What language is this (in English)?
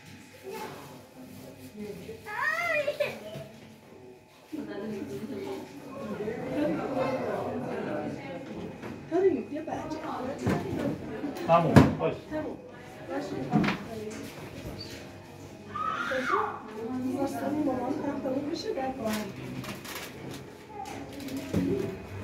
Persian